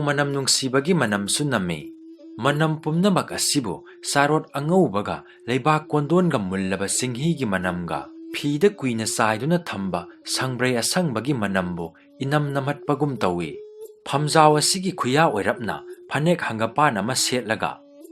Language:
Manipuri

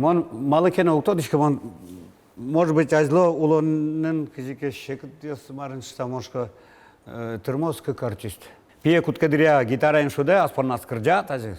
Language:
Udmurt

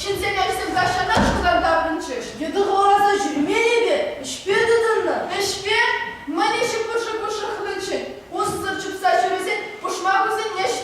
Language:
Chuvash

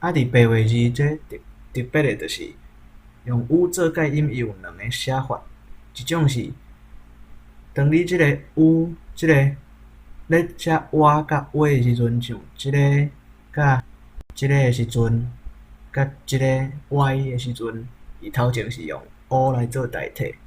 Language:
Min Nan Chinese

